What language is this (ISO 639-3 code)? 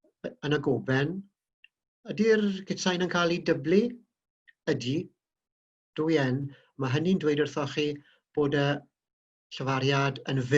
cym